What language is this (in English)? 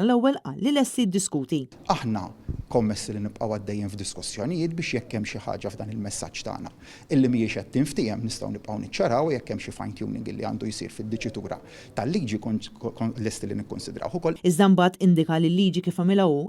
Maltese